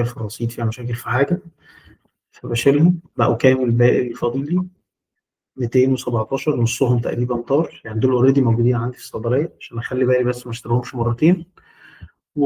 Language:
Egyptian Arabic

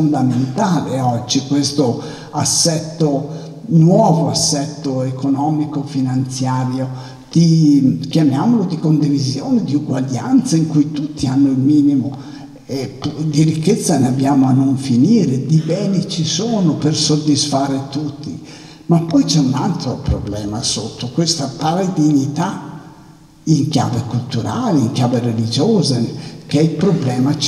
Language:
Italian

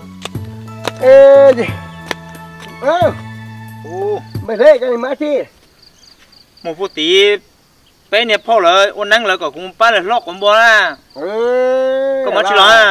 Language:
Vietnamese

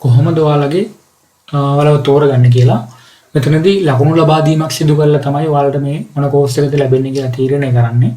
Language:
Sinhala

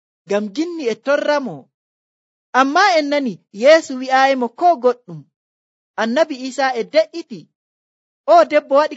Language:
Nigerian Fulfulde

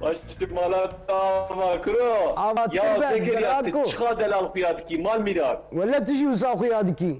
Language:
Kurdish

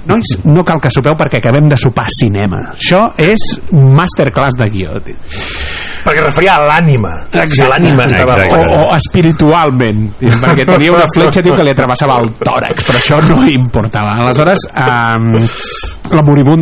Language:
Catalan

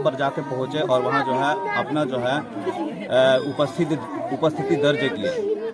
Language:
Karbi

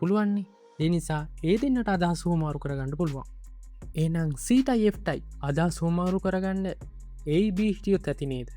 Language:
Sinhala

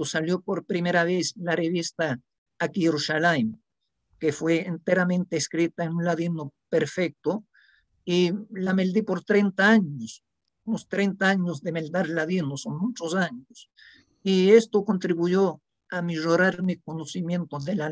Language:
Ladino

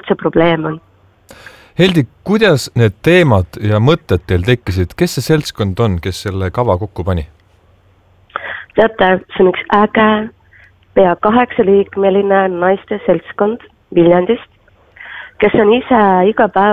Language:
Estonian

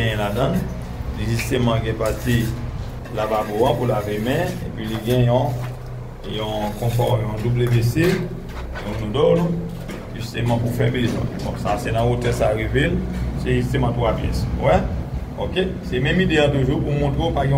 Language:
Haitian Creole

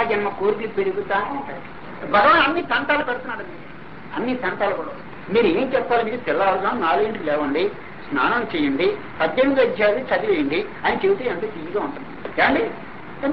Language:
Telugu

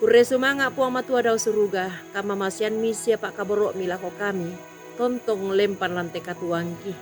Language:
Toraja-Sa'dan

